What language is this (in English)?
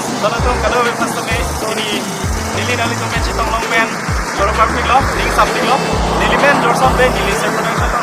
Karbi